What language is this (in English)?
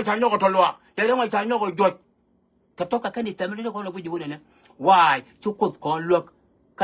Nuer